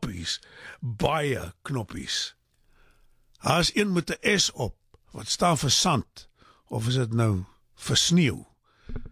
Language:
Afrikaans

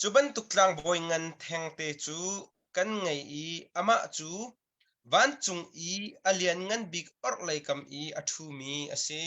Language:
Hakha Chin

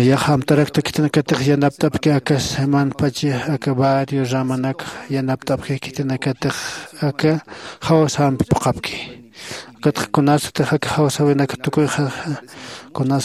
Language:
Aymara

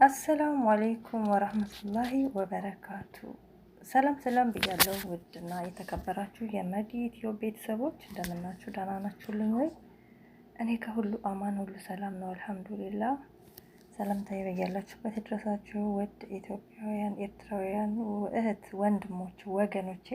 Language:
Amharic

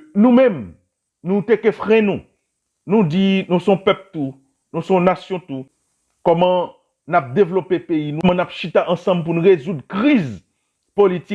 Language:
Haitian Creole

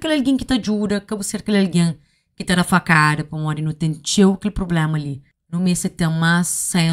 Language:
Kabuverdianu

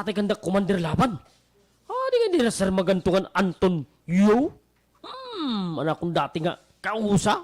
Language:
Waray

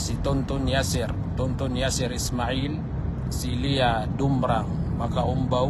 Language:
Maranao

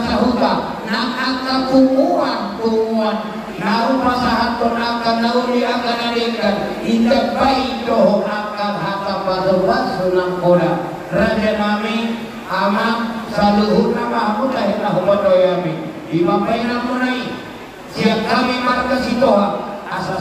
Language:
Batak Toba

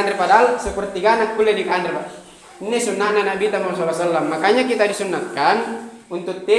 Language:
Makasar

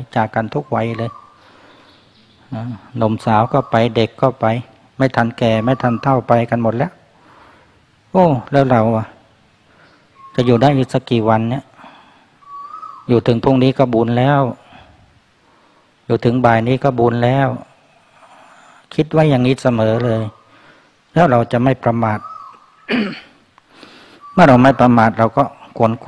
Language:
Thai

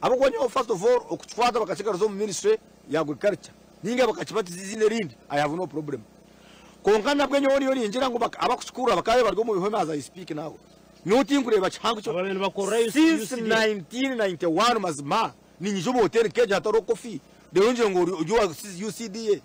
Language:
Nyankole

